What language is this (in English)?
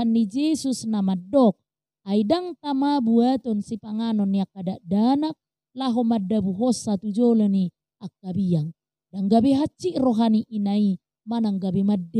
Batak Toba